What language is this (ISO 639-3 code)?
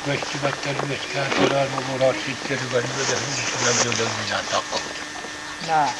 sah